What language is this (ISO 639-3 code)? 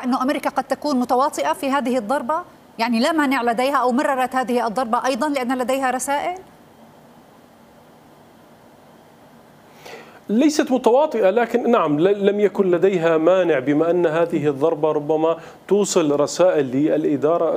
ara